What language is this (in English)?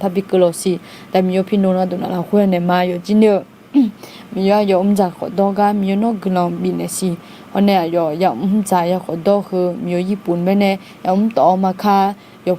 Akha